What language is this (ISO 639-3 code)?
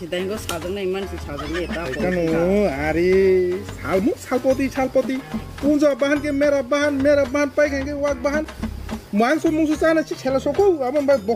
trp